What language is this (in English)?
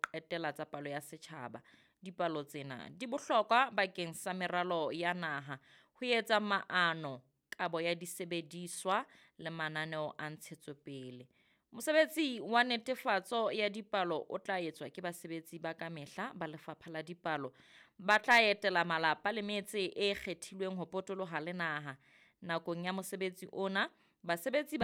Southern Sotho